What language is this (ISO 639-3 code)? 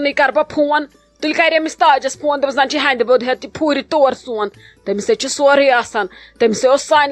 kas